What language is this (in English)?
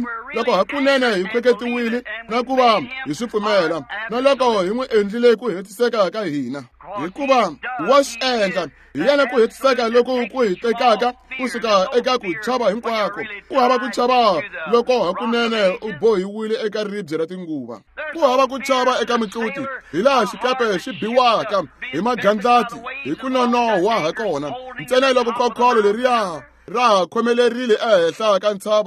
Tsonga